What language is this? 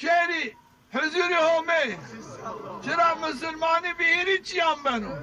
Zaza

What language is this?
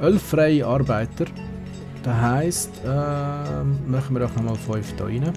Swiss German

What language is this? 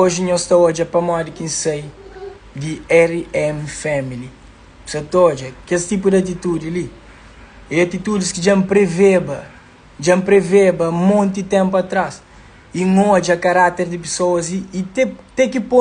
Kabuverdianu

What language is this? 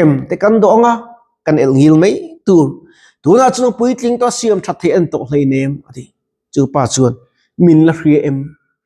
Mizo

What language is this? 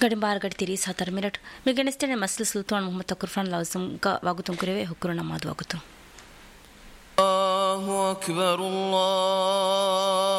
Divehi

